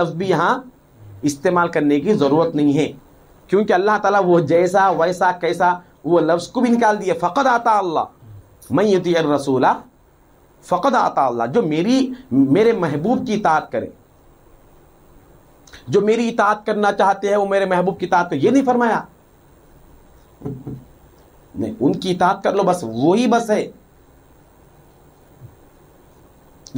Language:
Urdu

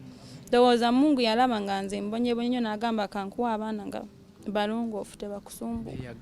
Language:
Ganda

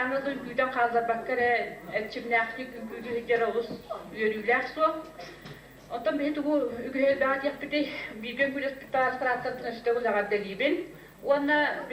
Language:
Yakut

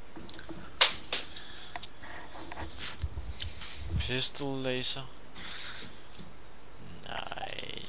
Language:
Danish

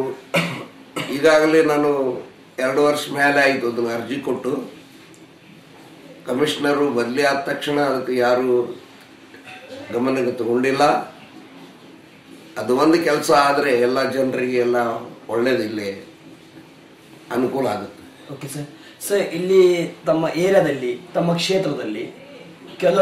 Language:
Kannada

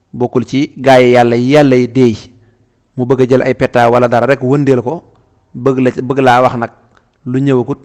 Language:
Wolof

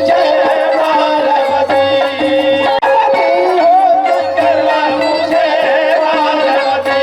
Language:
Chhattisgarhi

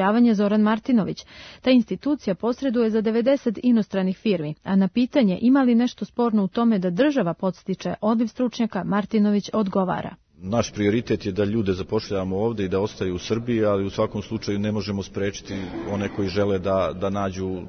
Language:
Serbian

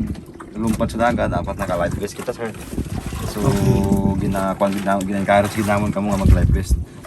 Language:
Hiligaynon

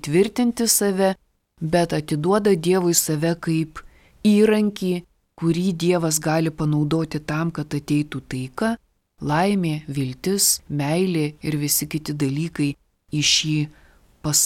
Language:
Lithuanian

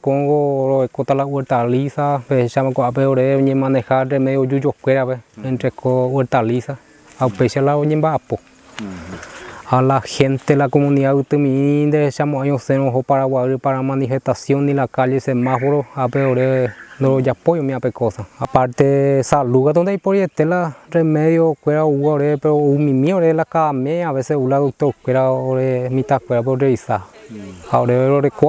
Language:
Guarani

